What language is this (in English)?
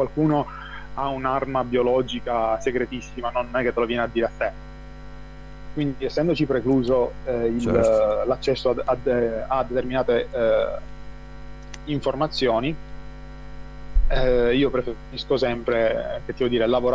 Italian